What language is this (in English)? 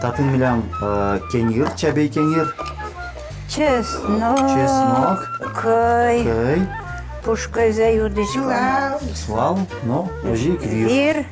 Udmurt